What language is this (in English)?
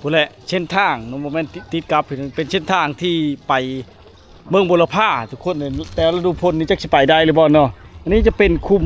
Lao